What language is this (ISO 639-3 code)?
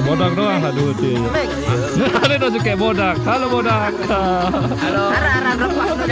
sas